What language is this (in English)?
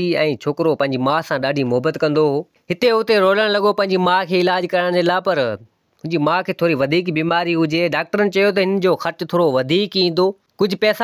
Sindhi